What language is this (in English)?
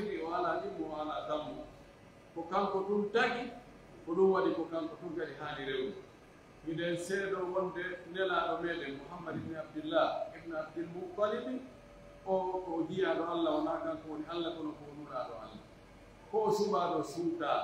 Pular